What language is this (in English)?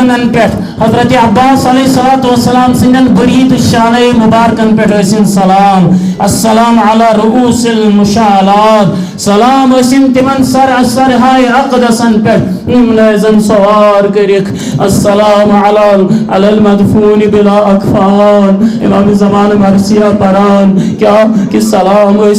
Kashmiri